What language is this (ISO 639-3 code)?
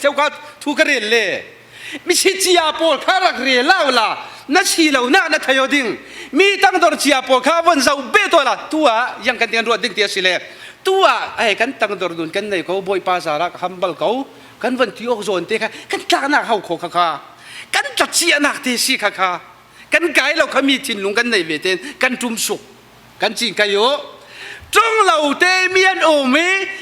cfm